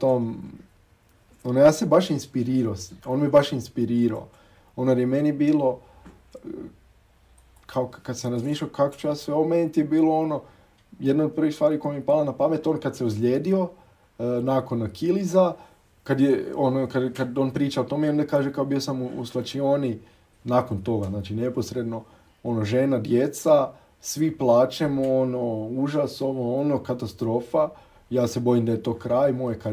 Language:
Croatian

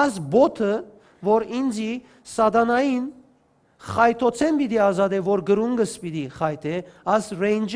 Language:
Western Armenian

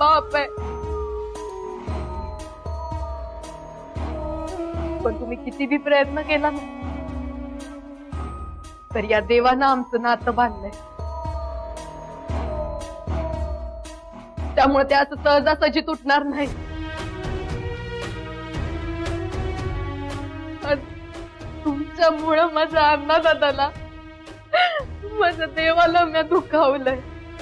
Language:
Marathi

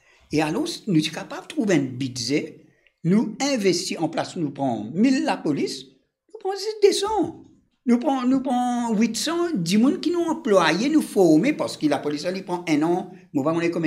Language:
Morisyen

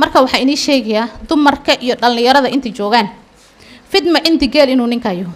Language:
Somali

